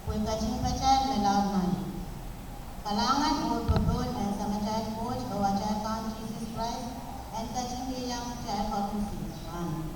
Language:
Pohnpeian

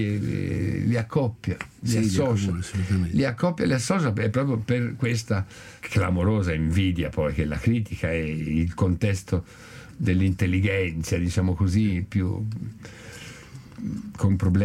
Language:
Italian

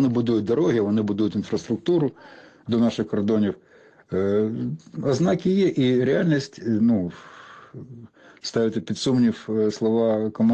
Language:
Ukrainian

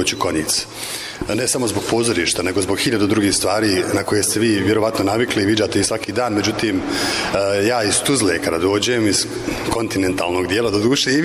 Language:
Bosnian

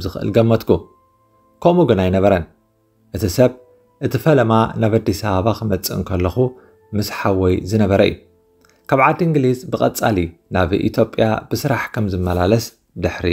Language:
Tigrinya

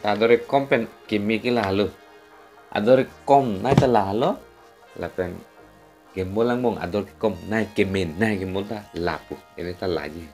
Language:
Karbi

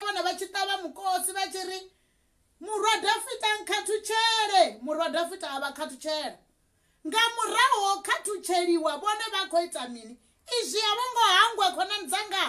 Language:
Venda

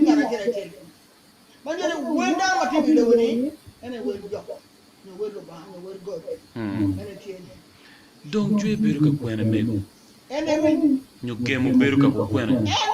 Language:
Acoli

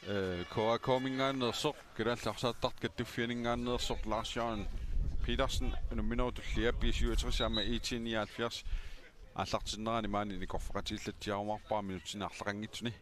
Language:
Kalaallisut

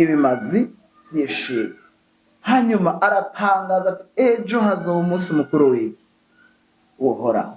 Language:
Rundi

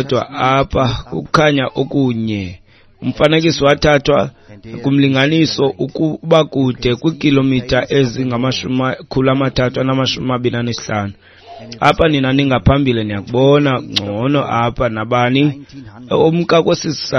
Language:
Xhosa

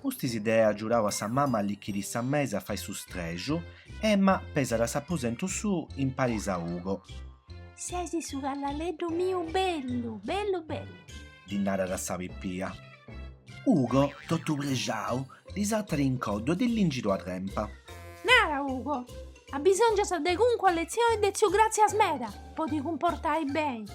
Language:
Sardinian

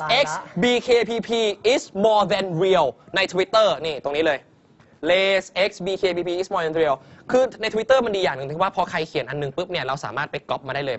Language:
Thai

